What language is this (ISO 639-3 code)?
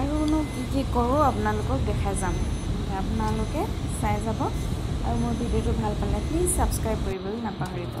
asm